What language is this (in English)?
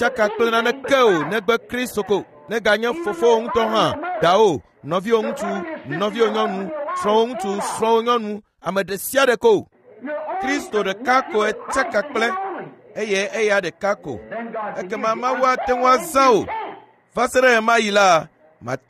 Ewe